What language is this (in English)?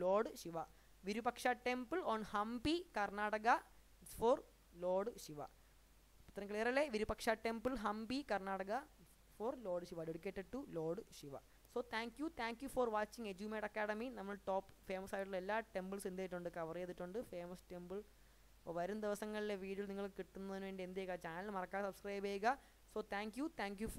Malayalam